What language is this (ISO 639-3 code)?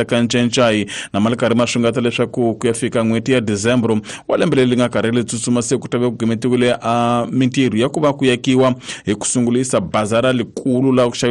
tso